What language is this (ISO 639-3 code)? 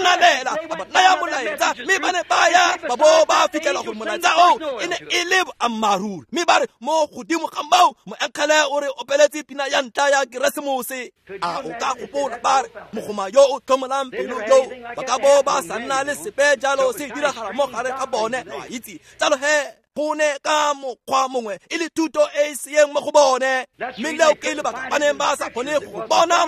tsn